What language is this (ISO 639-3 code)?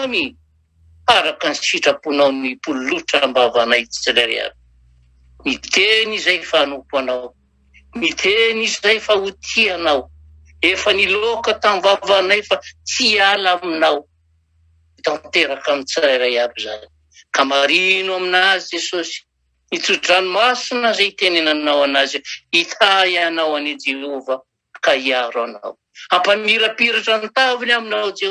mlg